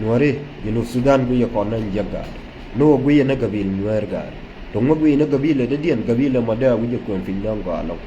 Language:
Nuer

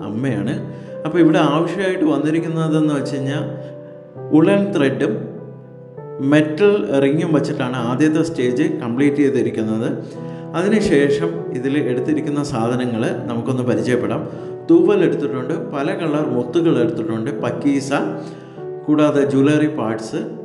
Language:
Malayalam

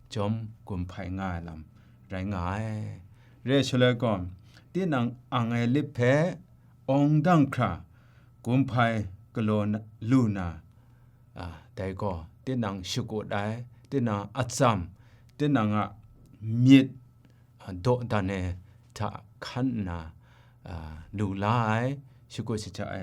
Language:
Kachin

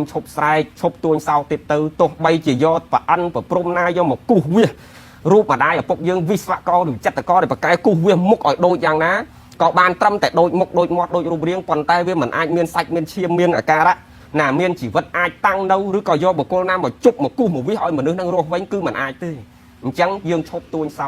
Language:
Khmer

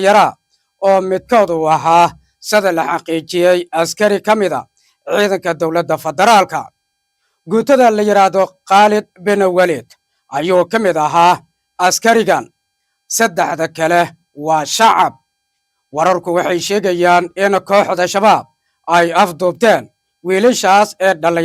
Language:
Somali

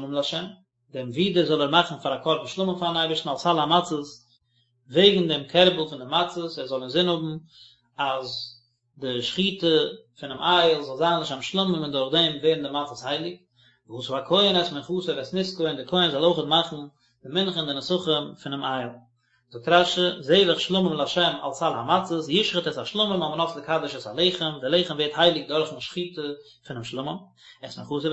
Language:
Yiddish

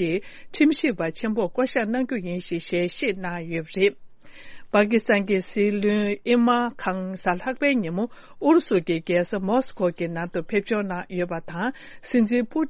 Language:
Tibetan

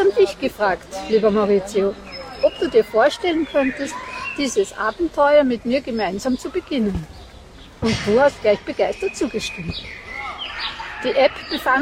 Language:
German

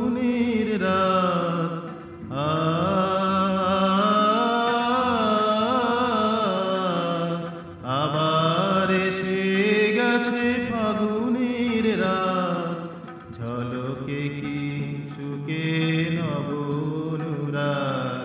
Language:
Bangla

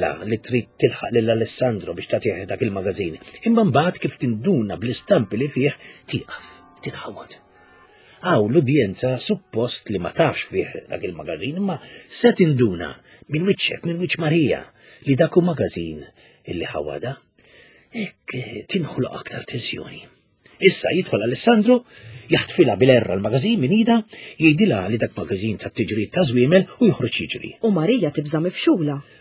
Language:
Maltese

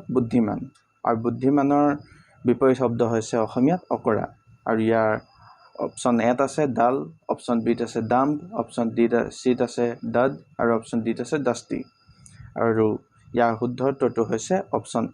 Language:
Assamese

